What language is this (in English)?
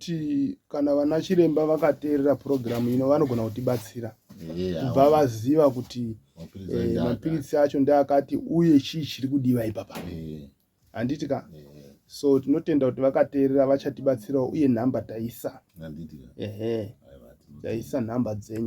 Shona